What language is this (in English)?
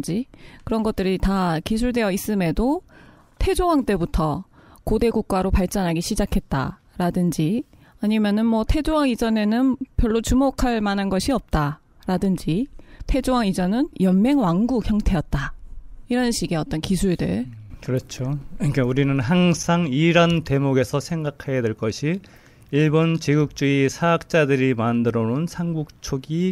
Korean